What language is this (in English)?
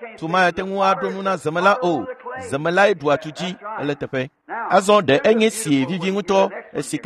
Ewe